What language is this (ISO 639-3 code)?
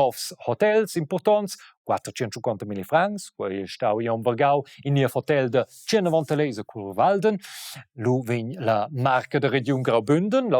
roh